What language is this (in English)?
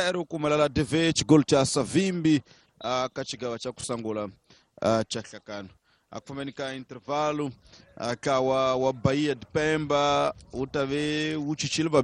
Tsonga